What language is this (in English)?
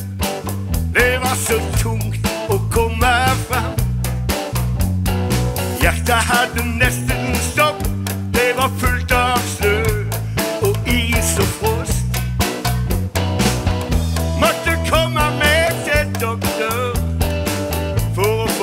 Norwegian